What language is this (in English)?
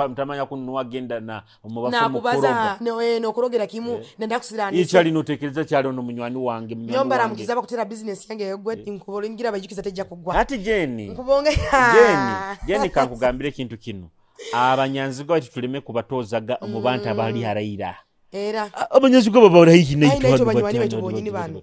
Nyoro